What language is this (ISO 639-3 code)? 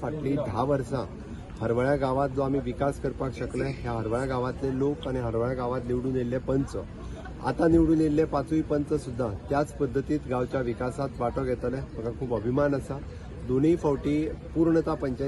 kok